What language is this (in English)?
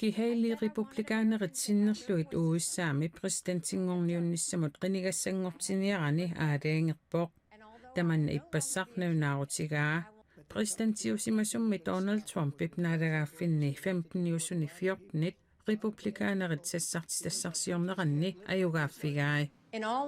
Kalaallisut